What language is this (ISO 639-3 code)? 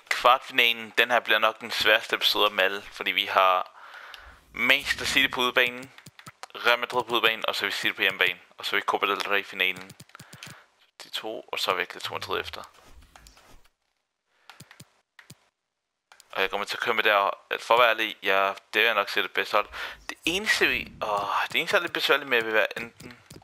dan